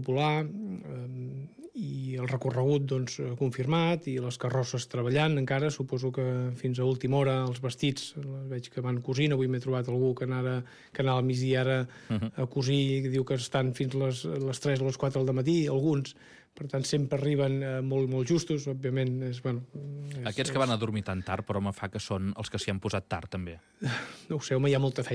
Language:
Catalan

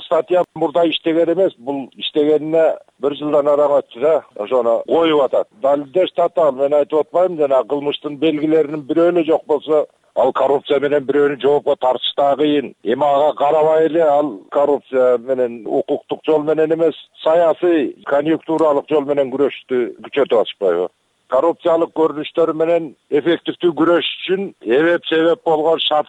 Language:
Kyrgyz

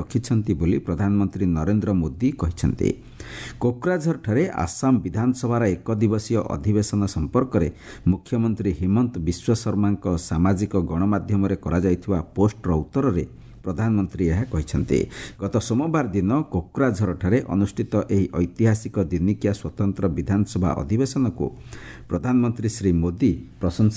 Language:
Odia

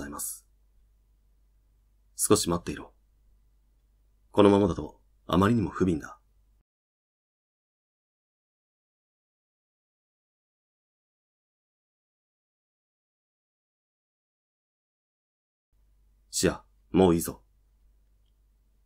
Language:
Japanese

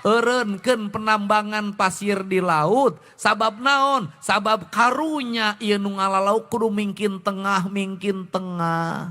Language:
Sundanese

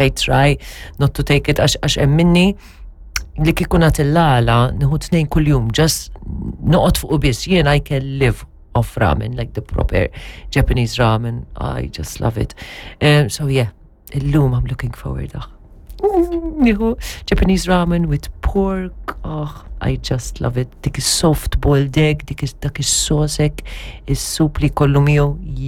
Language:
Maltese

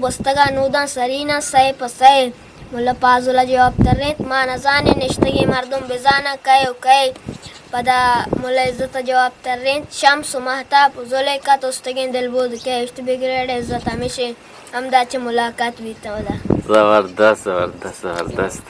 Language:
Eastern Balochi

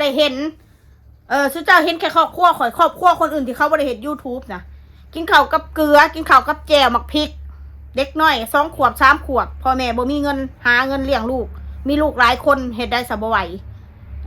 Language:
Northeastern Thai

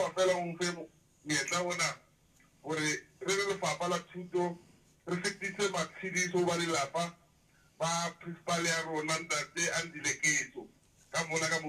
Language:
Southern Sotho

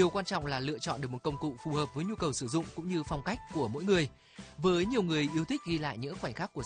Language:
Vietnamese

